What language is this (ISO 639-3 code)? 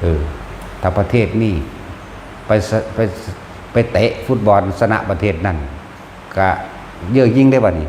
tts